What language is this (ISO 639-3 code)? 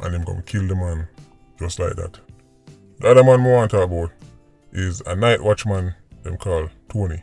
jam